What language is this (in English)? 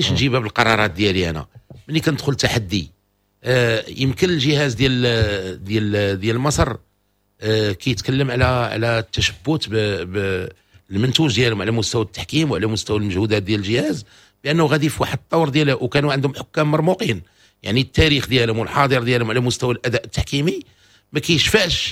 Moroccan Arabic